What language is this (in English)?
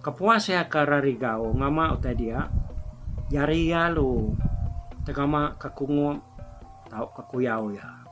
Iban